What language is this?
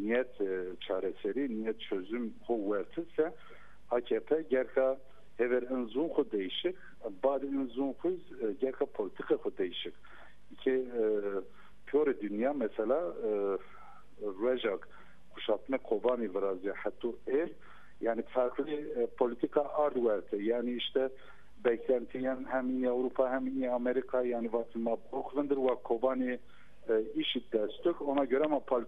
Zaza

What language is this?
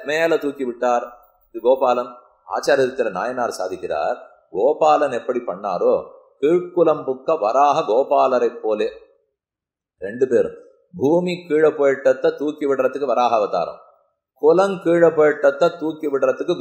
Tamil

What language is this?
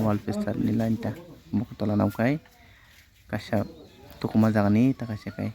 Kok Borok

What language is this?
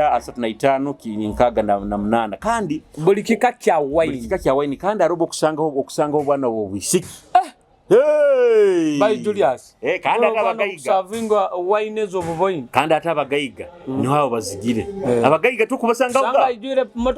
Nyoro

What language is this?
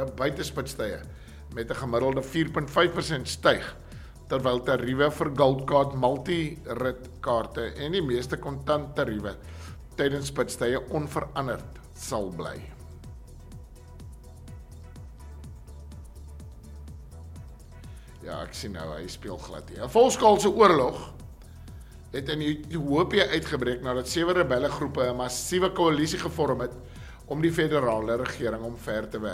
Afrikaans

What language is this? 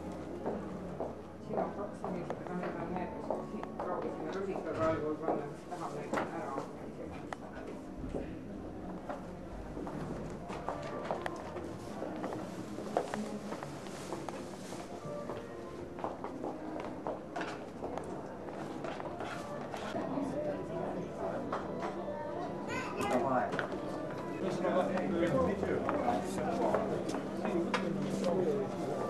Estonian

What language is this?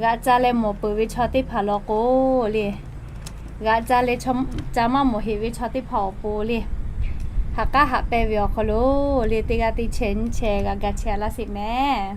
Lahu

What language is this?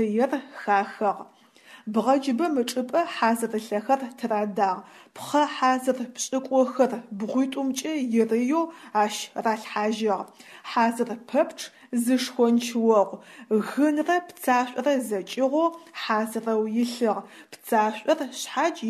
Adyghe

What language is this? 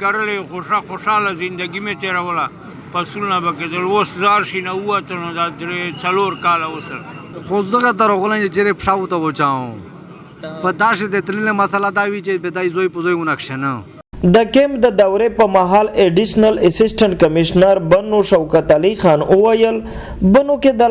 Pashto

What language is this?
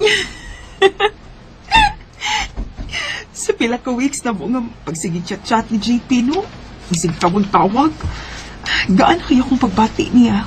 Cebuano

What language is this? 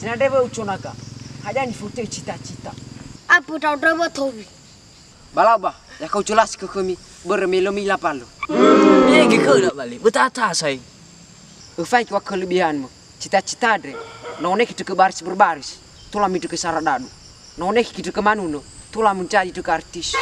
Nias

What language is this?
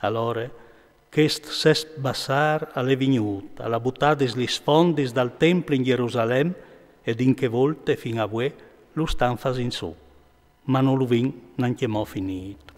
Friulian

